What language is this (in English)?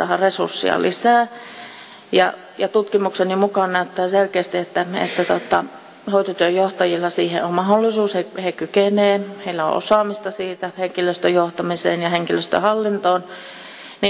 Finnish